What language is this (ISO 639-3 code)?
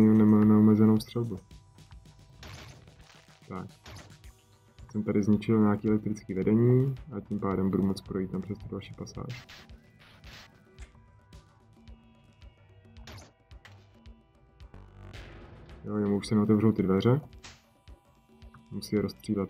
ces